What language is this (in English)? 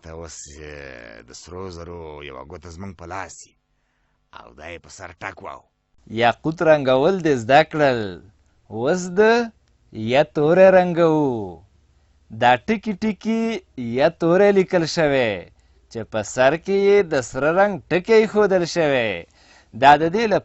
Pashto